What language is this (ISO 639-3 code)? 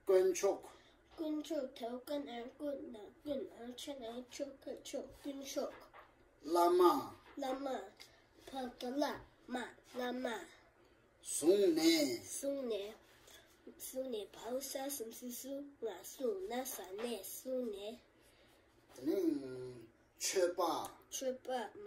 bod